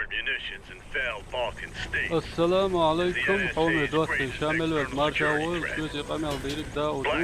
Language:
Chechen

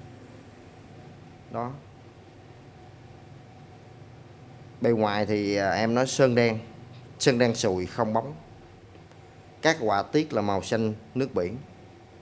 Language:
Vietnamese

